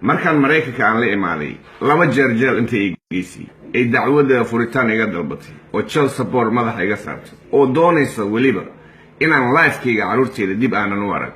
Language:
Somali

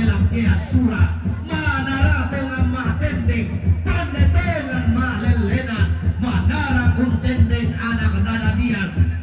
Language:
Toraja-Sa'dan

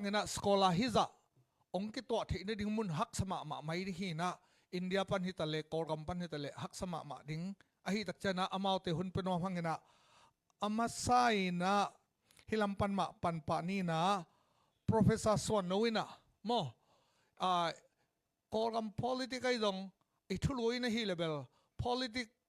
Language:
Tedim Chin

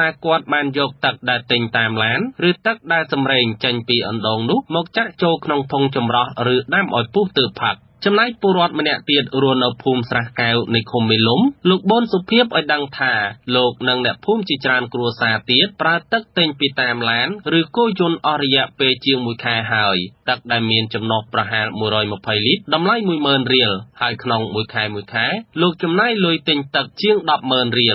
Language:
Khmer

